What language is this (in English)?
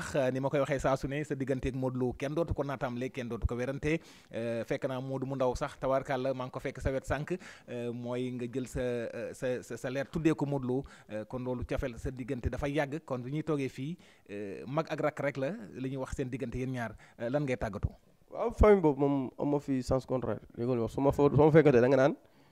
Wolof